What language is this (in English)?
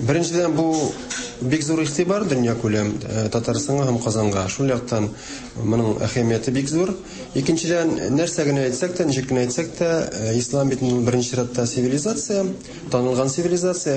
Tatar